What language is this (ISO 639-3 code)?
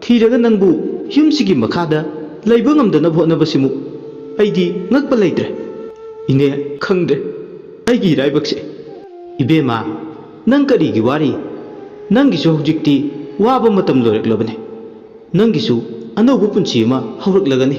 mni